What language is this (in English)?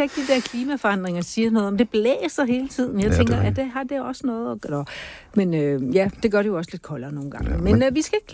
Danish